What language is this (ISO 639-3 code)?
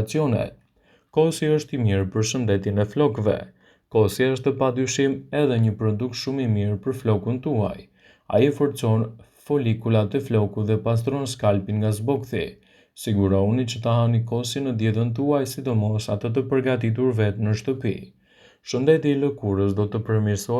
sqi